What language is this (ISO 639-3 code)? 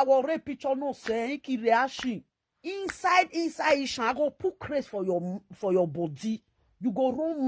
pcm